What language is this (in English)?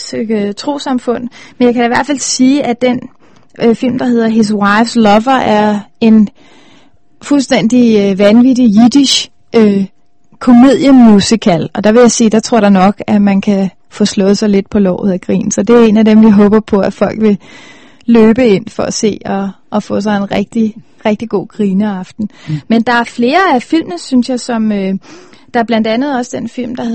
Danish